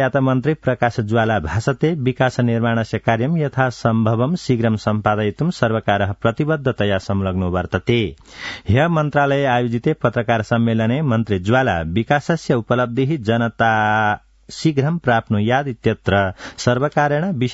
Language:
Sanskrit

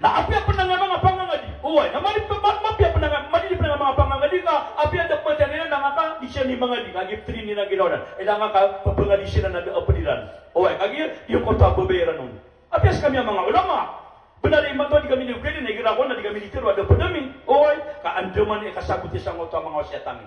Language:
Maranao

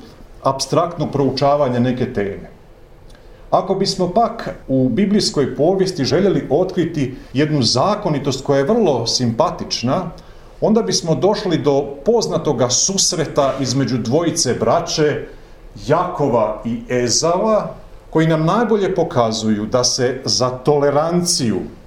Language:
Croatian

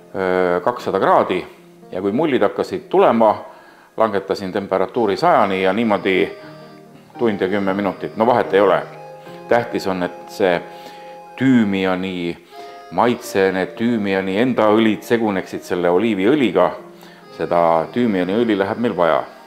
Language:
Estonian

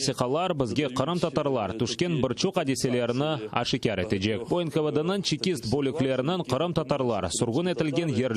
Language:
Crimean Tatar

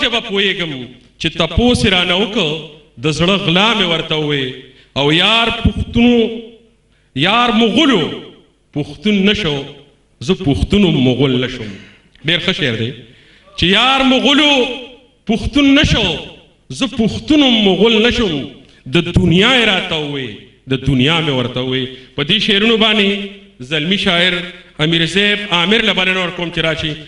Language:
Pashto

